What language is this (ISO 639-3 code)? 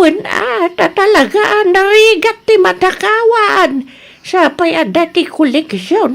ilo